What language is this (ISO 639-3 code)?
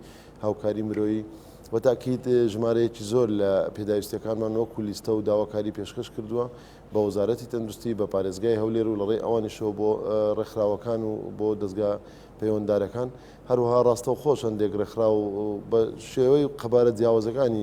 ckb